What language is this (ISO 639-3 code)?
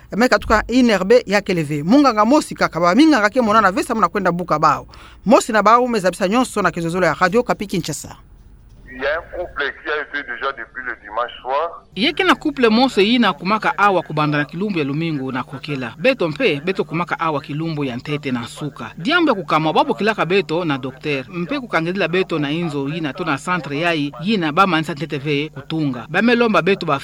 ktu